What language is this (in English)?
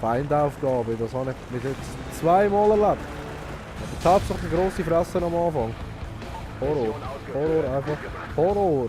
Swiss German